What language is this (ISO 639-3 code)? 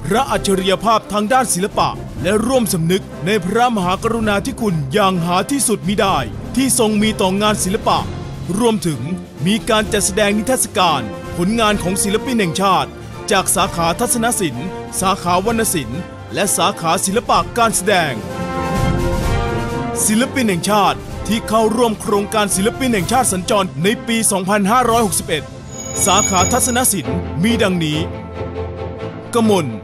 tha